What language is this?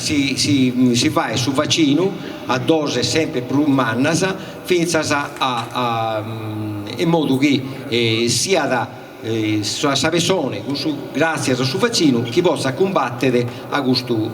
Sardinian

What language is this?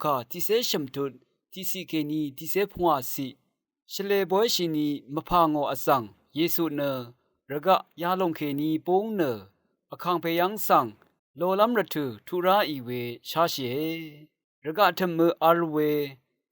Rawang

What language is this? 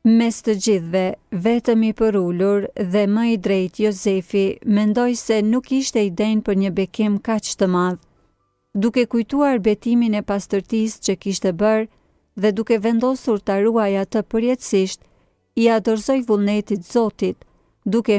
Albanian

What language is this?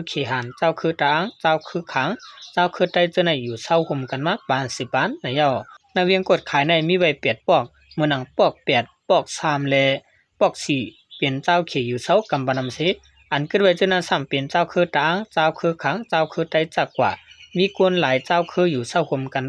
Shan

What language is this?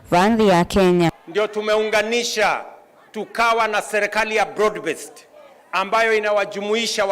Kamba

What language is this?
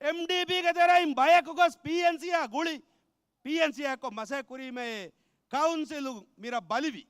Divehi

